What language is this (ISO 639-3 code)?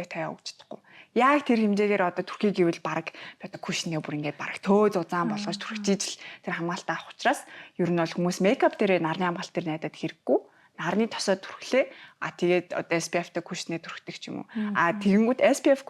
mon